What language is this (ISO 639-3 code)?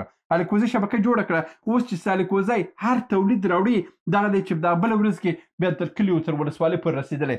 pus